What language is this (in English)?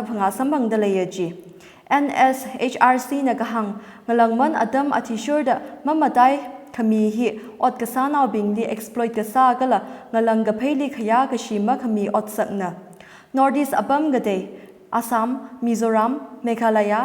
Tangkhul Naga (India)